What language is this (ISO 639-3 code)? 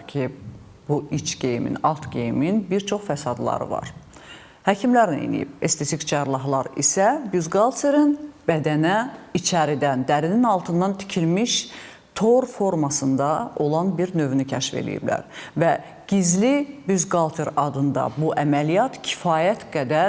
aze